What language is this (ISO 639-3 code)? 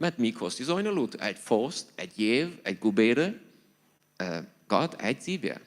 pdt